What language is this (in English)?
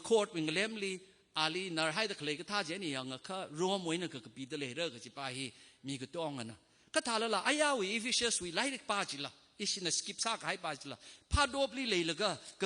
Tangkhul Naga (India)